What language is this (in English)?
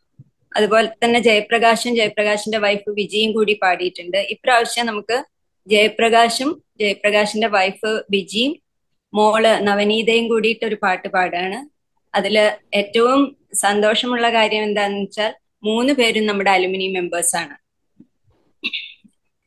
Malayalam